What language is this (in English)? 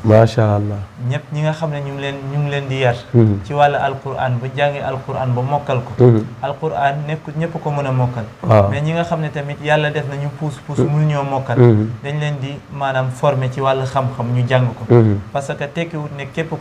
Wolof